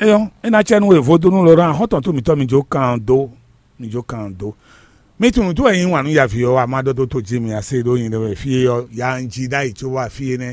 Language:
Fon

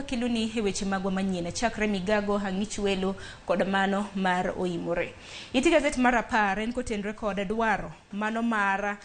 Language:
Luo (Kenya and Tanzania)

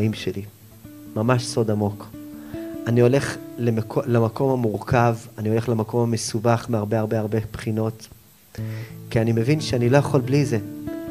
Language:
Hebrew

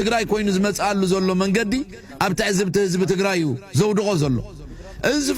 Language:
Tigrinya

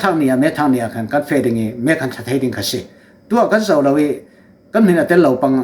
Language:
Falam Chin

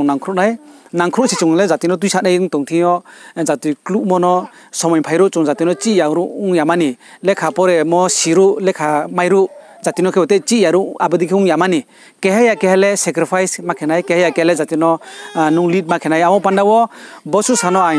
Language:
Riang (India)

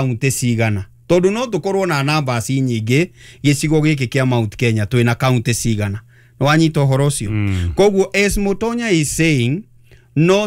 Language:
Kikuyu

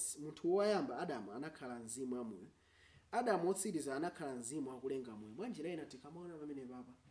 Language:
Nyanja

